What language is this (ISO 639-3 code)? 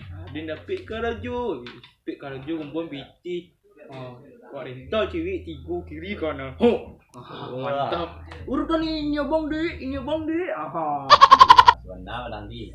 min